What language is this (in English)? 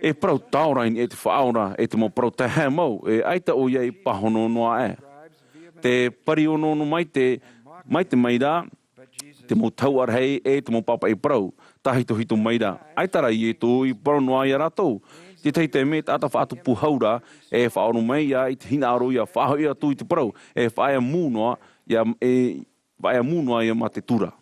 Tahitian